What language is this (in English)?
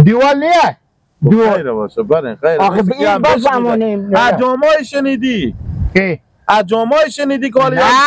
Persian